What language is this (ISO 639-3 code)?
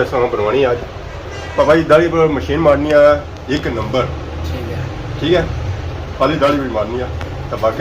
phr